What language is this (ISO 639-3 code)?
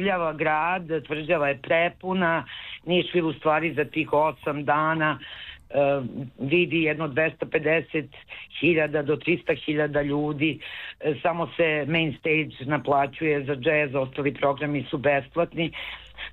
srp